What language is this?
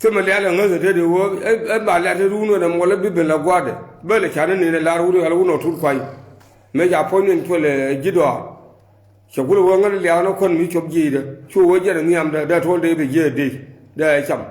Nuer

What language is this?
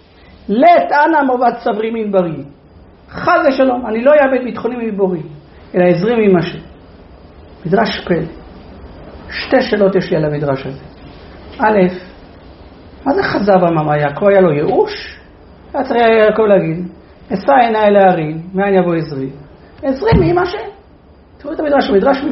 Hebrew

